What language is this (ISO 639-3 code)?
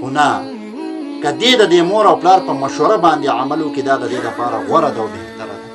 pus